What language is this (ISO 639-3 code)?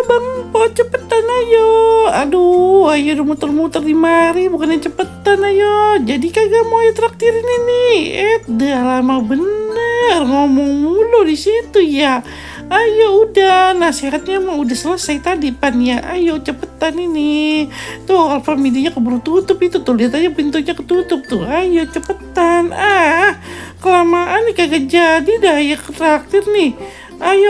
bew